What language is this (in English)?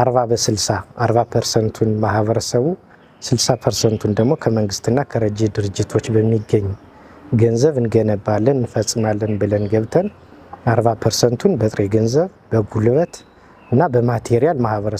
Amharic